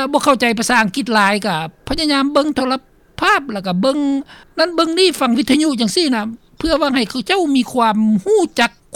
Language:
Lao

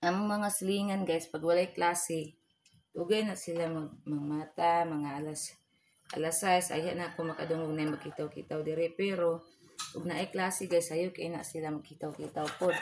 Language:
Cebuano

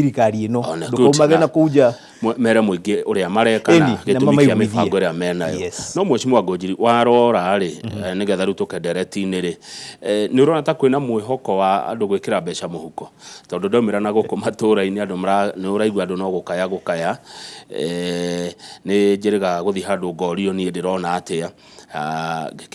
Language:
Kikuyu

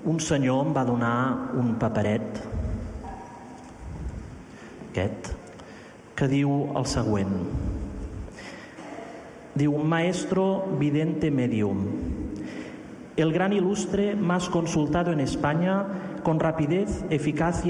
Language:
Catalan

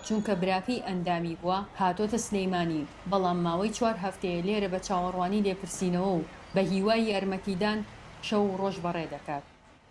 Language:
Central Kurdish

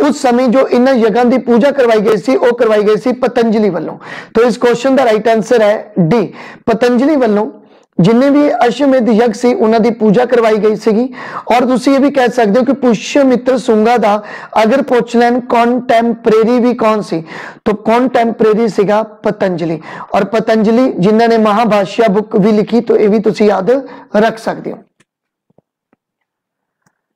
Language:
Punjabi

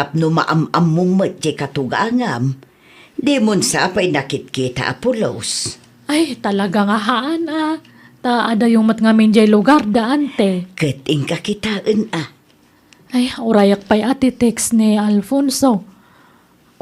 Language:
Iloko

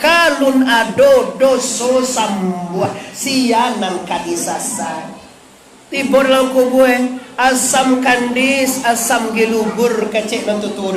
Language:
Minangkabau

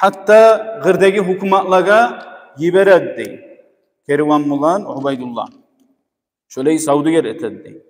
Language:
Kumyk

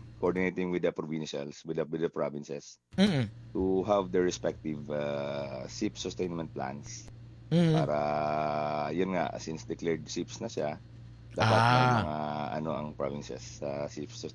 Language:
Hiligaynon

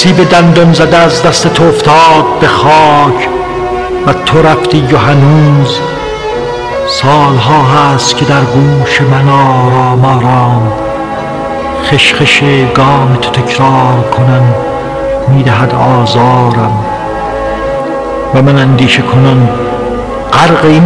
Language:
Persian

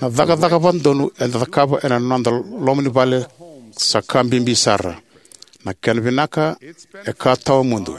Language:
Fijian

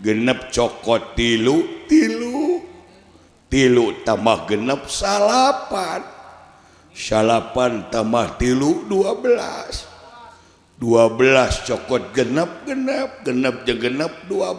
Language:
Sundanese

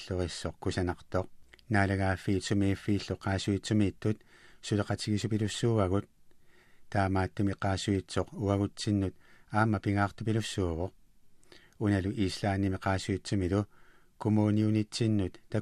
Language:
Kalaallisut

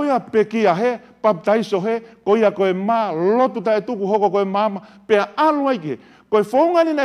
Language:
Tongan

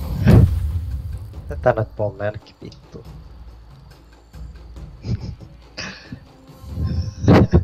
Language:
Finnish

